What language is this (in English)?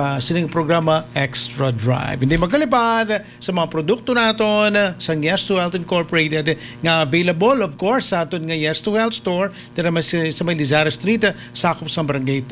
Hiligaynon